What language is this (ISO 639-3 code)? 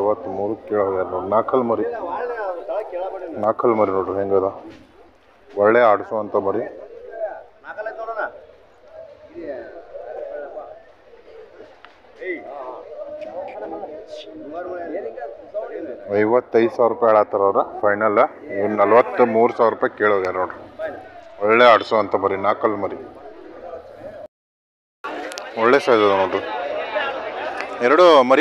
kan